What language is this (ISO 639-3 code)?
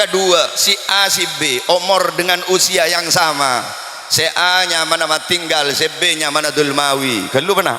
mad